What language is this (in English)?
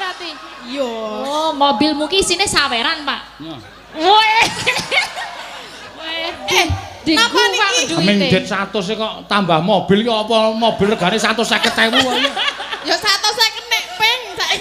Javanese